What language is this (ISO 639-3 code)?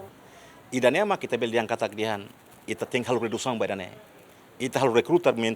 tet